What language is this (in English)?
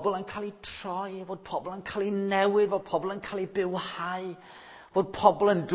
Welsh